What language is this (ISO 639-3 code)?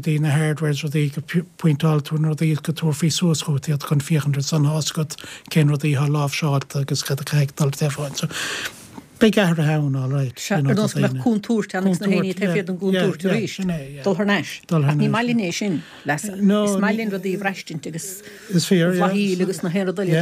gle